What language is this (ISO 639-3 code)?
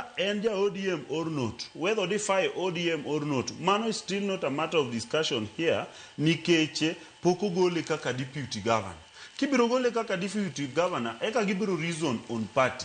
luo